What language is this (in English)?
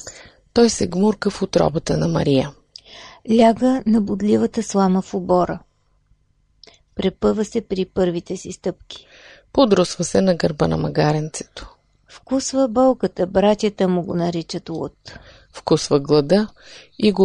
Bulgarian